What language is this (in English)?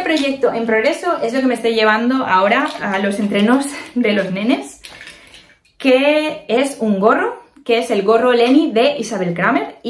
Spanish